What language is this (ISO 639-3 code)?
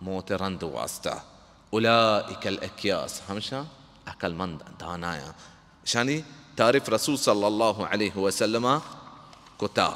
bal